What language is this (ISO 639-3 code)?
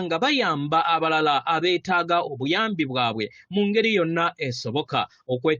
lug